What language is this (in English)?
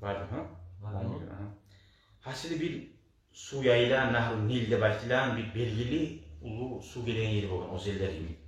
Kumyk